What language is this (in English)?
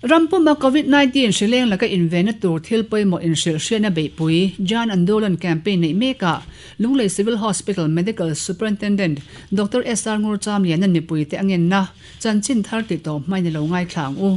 Mizo